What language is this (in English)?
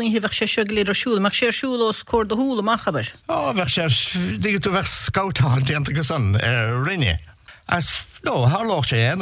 Irish